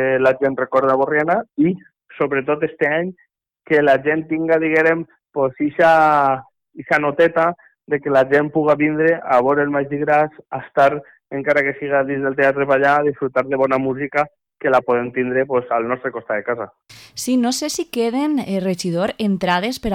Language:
Catalan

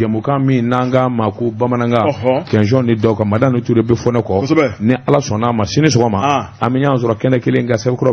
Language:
Bambara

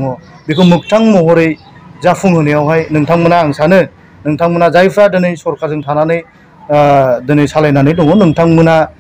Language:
Bodo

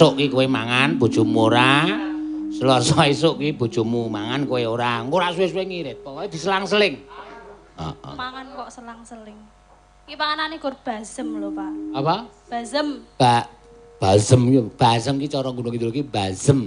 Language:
Javanese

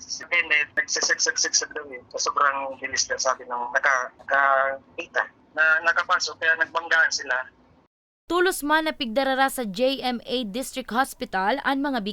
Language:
Bikol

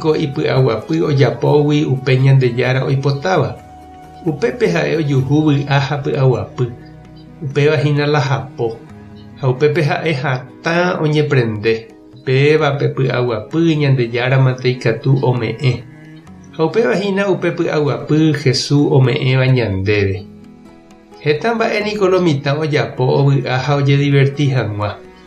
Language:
Guarani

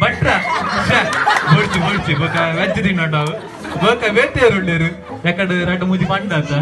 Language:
Tulu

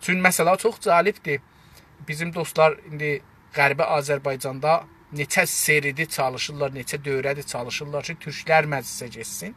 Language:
South Azerbaijani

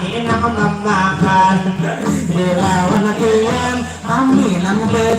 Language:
Banjar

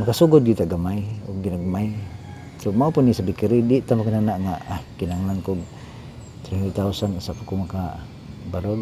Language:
Cebuano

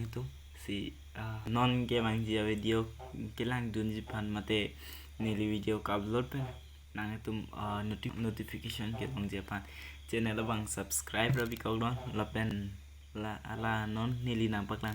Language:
Karbi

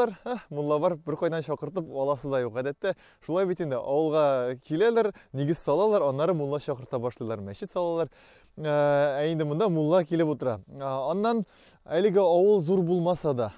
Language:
Tatar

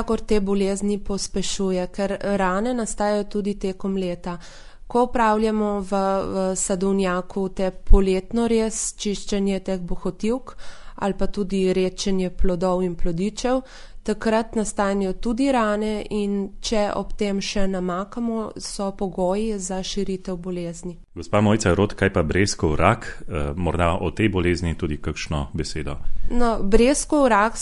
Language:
Slovenian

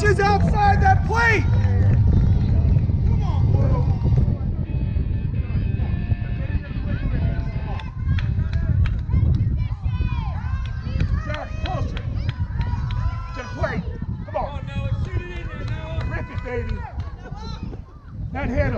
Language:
English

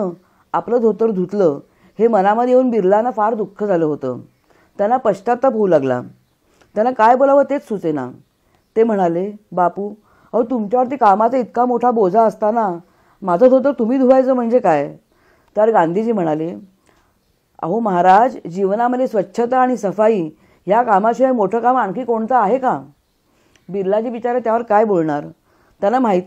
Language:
Marathi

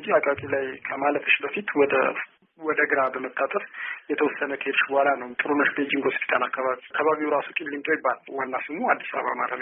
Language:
Amharic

